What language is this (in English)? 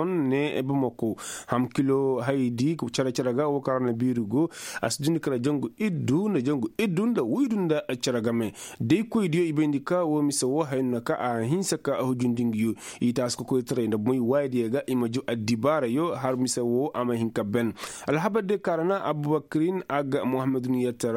Koyraboro Senni